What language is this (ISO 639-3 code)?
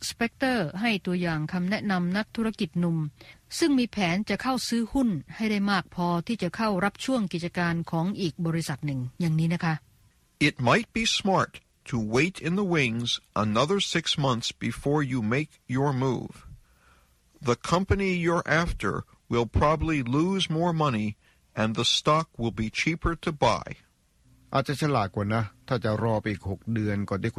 tha